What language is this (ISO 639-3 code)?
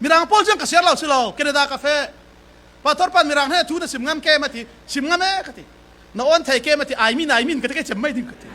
cfm